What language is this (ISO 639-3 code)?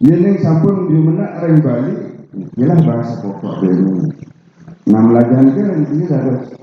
ban